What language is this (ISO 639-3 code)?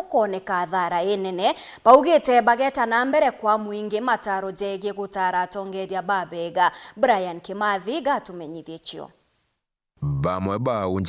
mer